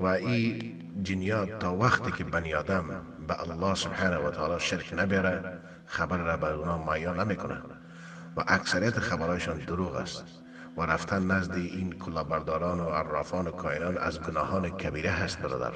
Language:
Persian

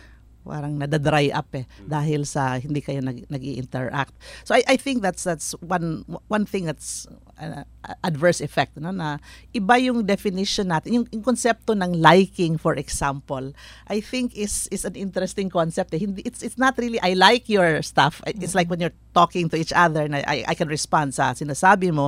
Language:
Filipino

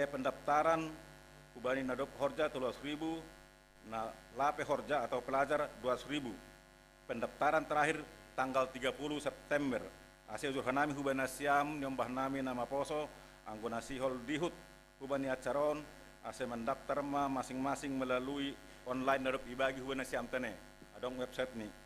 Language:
Batak Simalungun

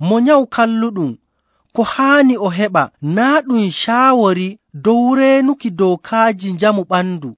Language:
Nigerian Fulfulde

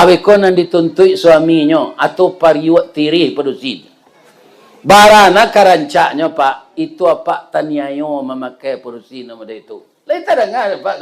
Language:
Minangkabau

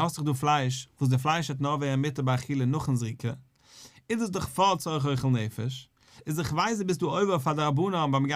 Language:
Yiddish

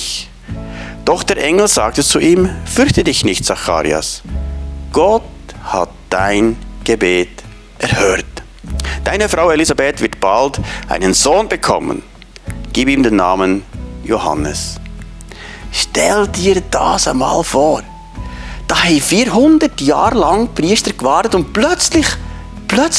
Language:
Swiss German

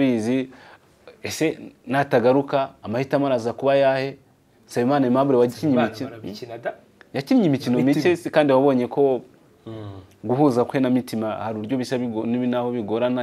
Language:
Kinyarwanda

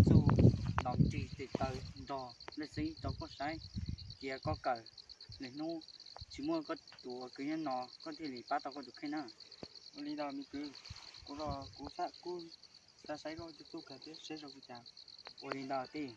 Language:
Hmong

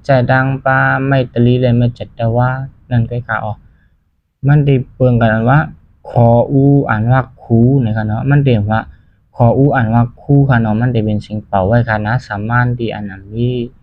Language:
Shan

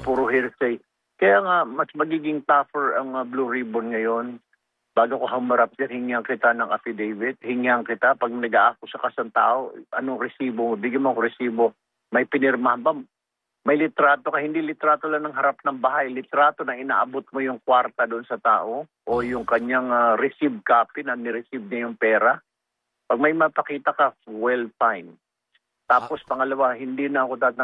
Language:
Filipino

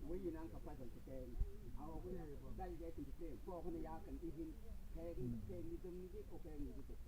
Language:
Mabaan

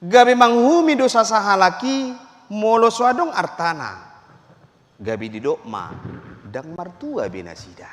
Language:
Batak Toba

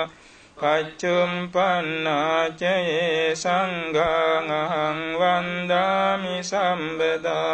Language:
Pali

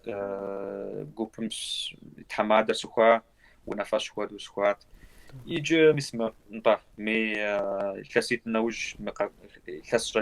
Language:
Kabardian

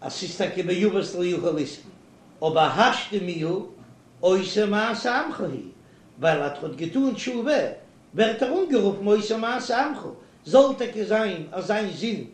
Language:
Yiddish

